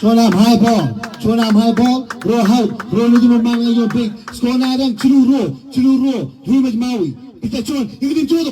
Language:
Marshallese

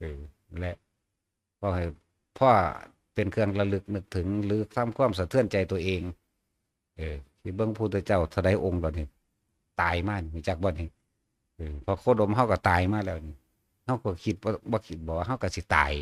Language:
Northeastern Thai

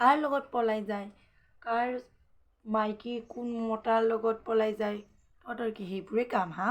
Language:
Assamese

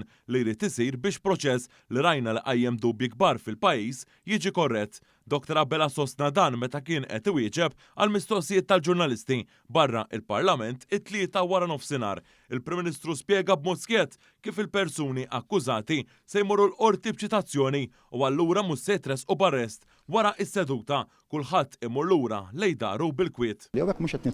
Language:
Maltese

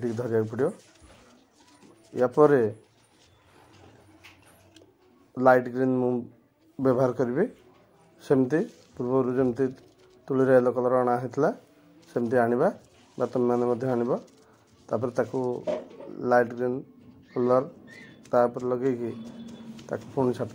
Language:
Odia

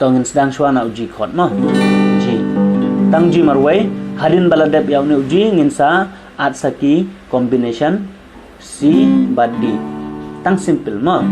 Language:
Khasi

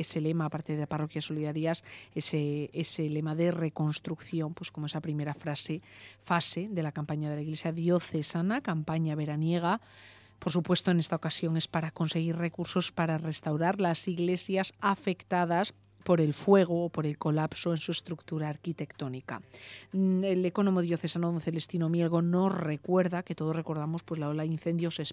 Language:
Spanish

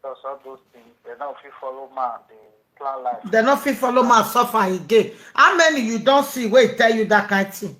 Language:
Nigerian Pidgin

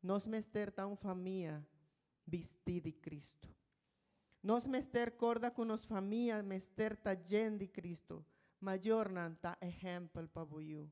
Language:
Papiamento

